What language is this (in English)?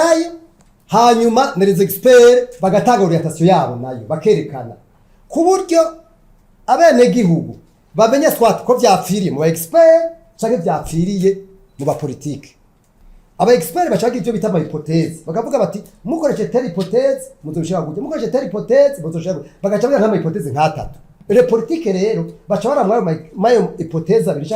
Rundi